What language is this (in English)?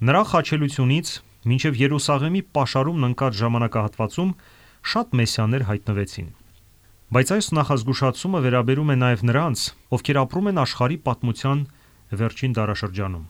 Armenian